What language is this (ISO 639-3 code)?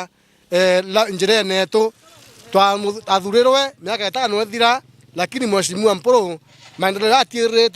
mer